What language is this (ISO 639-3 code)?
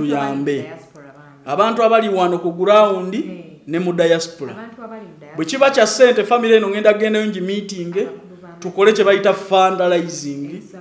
lug